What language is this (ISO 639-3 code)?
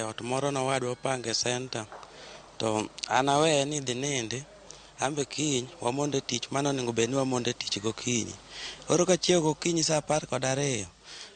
luo